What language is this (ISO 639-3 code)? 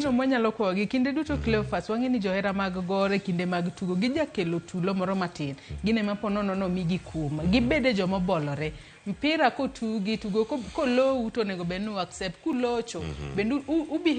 luo